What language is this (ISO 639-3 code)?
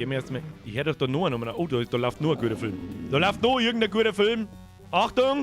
bar